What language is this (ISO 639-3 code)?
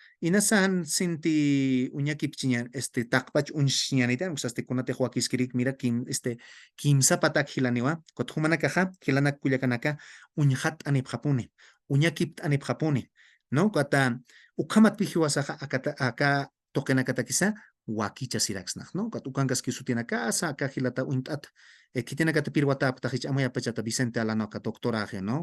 aym